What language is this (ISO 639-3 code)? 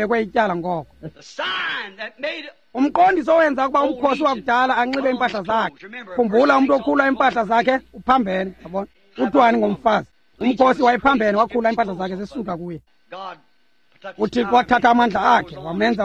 xho